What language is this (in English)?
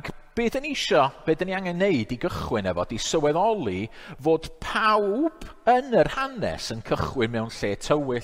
Welsh